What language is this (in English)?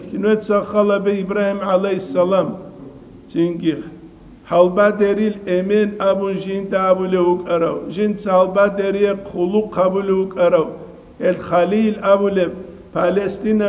Avaric